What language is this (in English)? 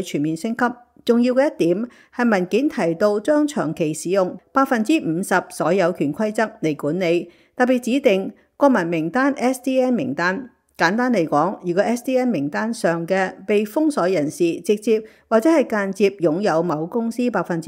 Cantonese